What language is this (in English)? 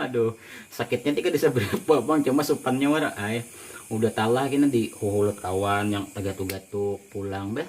Banjar